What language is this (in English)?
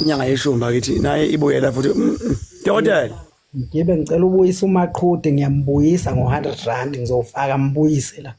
Zulu